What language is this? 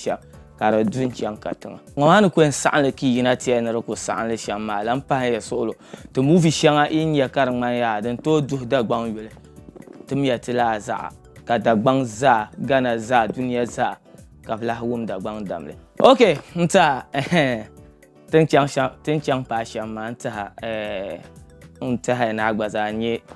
Dagbani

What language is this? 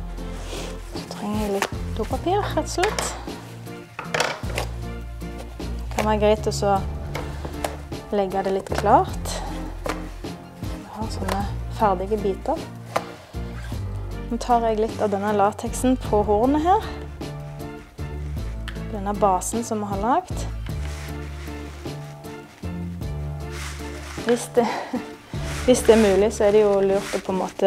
Norwegian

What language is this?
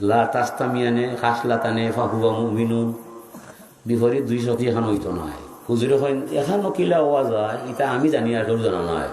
Sylheti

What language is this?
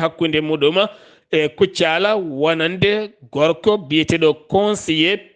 Fula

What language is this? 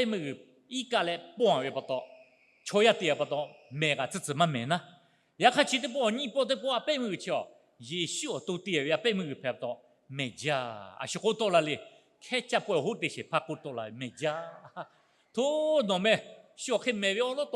Lahu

